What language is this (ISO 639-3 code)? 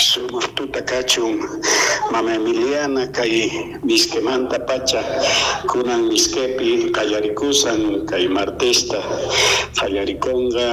quh